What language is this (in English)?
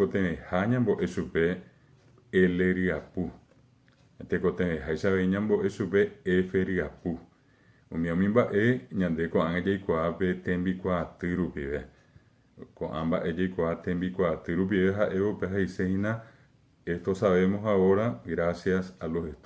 Guarani